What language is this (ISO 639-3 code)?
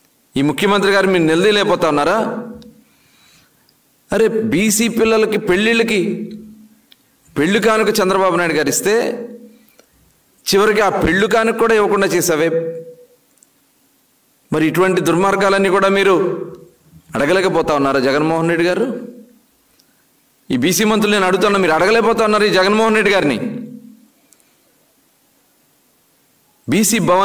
tel